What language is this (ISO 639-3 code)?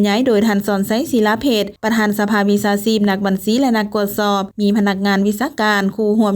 lao